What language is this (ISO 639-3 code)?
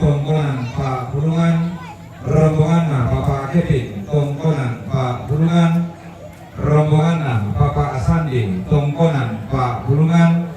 sda